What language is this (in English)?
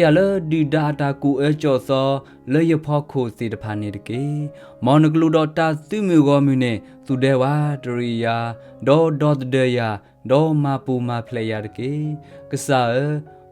S'gaw Karen